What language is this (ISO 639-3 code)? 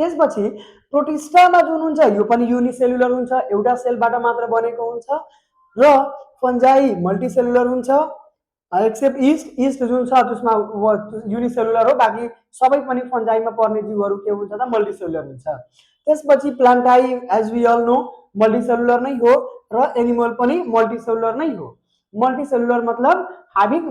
nep